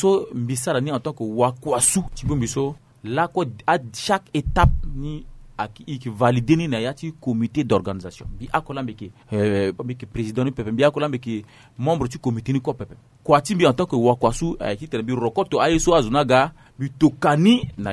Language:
Sango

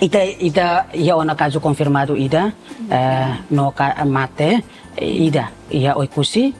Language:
Tetum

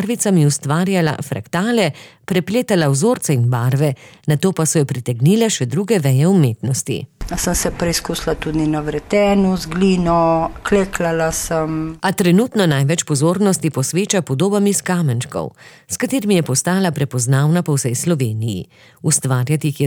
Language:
Slovenian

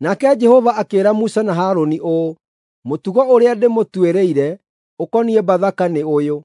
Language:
Kikuyu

